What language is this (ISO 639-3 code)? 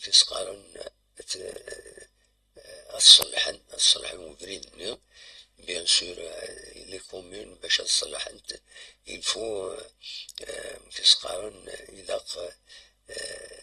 kab